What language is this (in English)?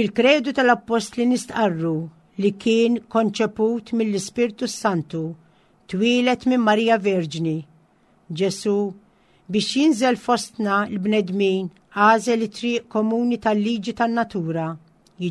Maltese